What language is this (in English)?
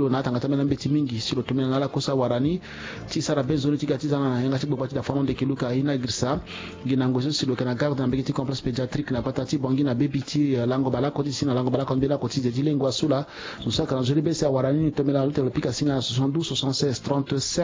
Sango